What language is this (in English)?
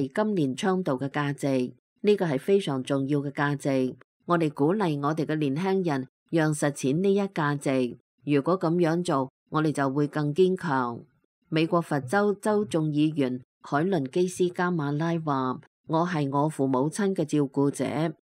Cantonese